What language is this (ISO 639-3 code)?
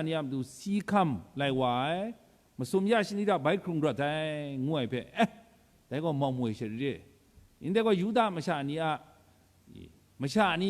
kac